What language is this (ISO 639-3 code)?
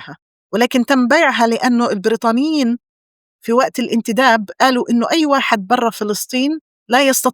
apc